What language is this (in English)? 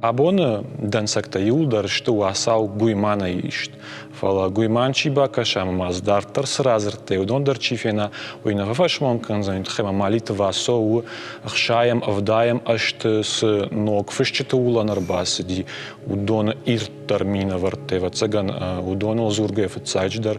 Ossetic